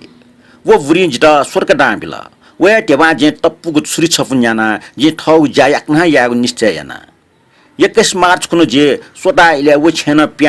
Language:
Newari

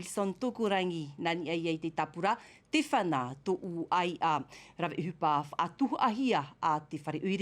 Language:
Tahitian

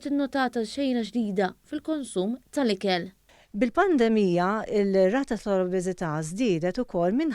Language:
Maltese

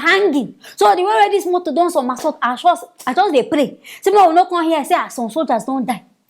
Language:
Nigerian Pidgin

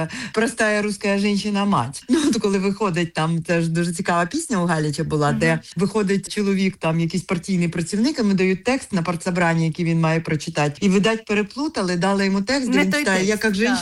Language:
Ukrainian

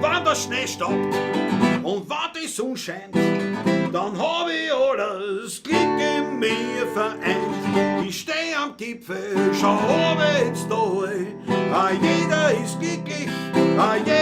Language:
Bavarian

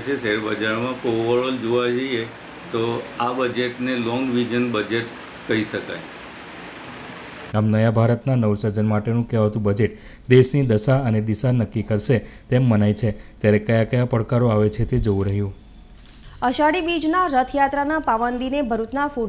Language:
Gujarati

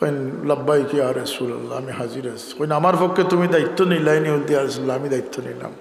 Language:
Sylheti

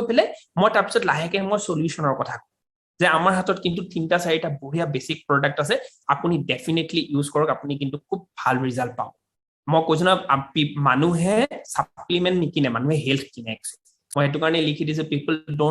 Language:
Assamese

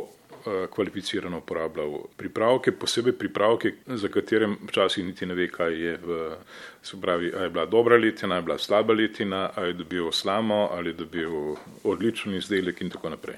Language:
Slovenian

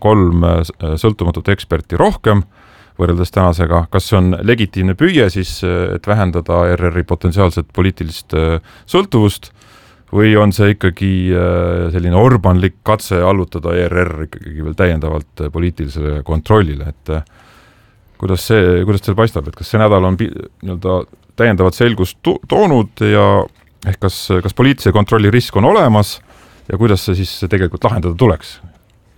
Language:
Estonian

